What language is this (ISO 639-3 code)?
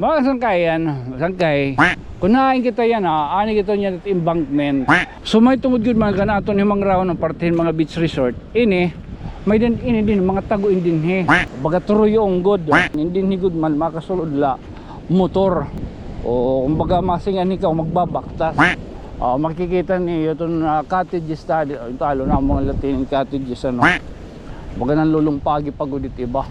war